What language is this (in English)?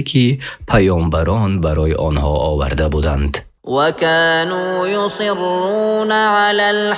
Tajik